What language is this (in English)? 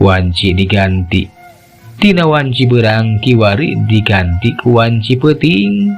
Sundanese